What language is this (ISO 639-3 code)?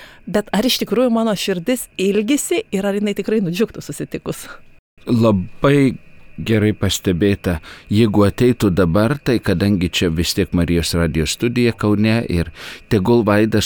lit